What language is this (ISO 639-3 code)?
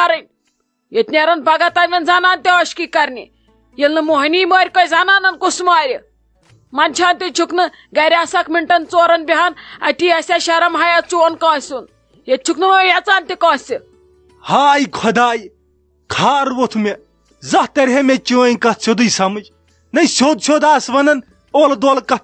kas